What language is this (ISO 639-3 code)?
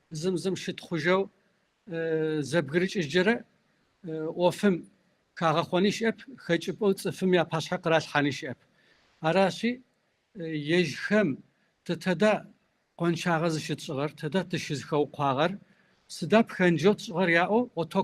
kbd